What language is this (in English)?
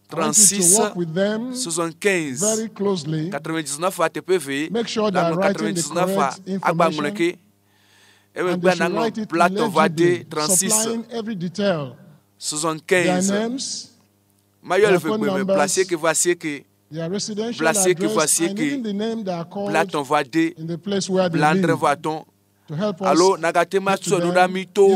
Ewe